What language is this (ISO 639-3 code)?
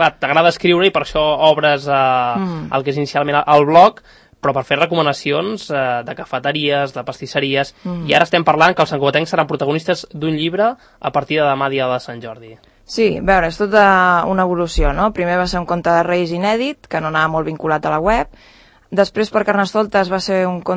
cat